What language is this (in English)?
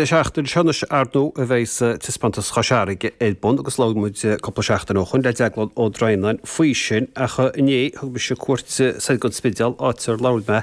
Irish